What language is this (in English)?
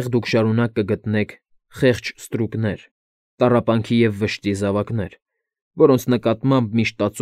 Armenian